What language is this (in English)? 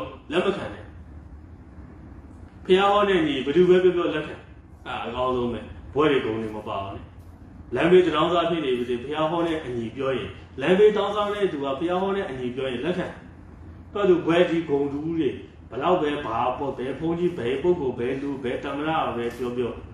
Burmese